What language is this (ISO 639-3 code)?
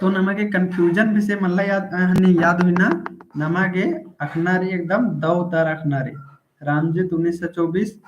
kru